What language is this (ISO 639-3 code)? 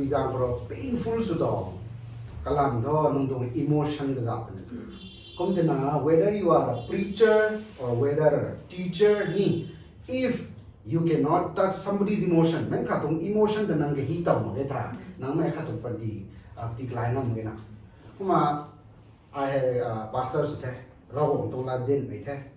nbu